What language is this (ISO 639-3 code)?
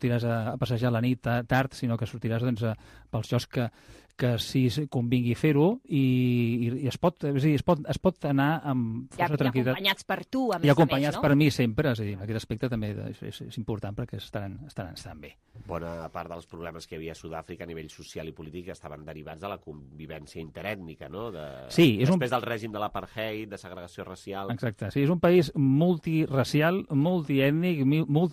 cat